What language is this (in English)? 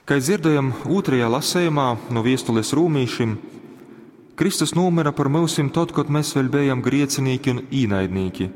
Latgalian